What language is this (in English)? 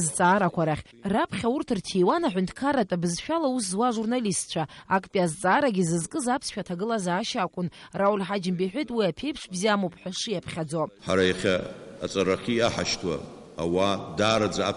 Abkhazian